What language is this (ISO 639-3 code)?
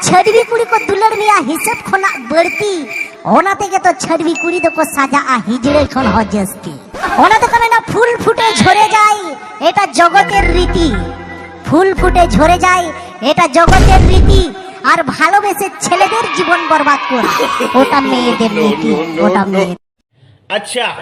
sat